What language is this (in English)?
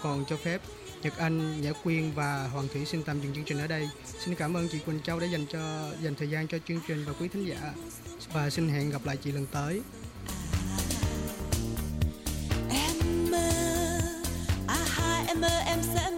Vietnamese